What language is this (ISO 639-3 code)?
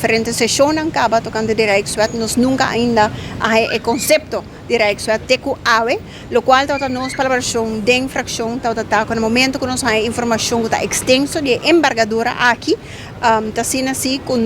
pap